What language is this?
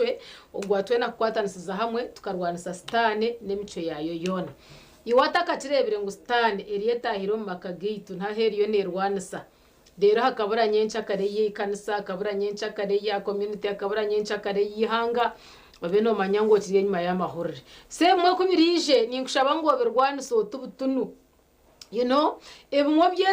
Nyankole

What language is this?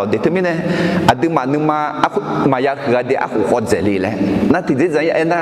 Akha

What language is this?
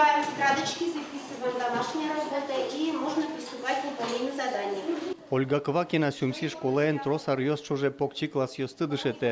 Udmurt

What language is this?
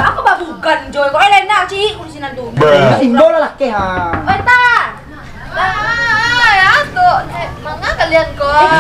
Minangkabau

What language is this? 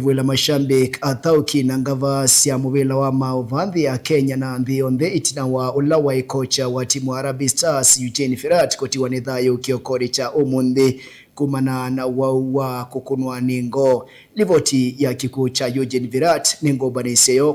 Kamba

